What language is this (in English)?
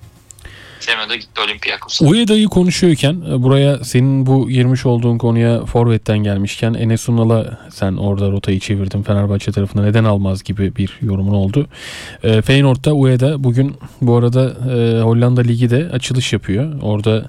Turkish